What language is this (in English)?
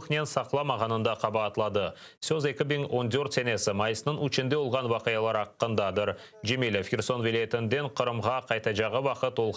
Crimean Tatar